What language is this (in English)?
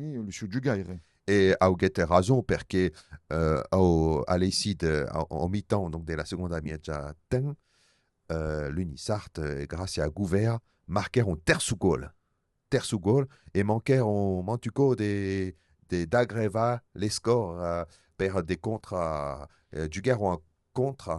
Occitan